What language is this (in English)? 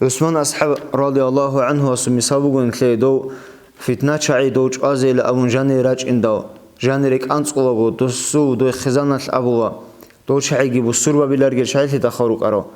Avaric